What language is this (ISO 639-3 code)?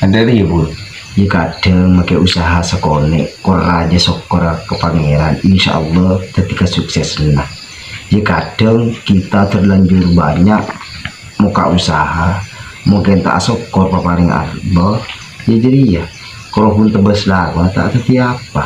mad